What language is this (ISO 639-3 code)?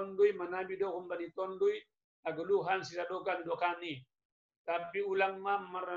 bts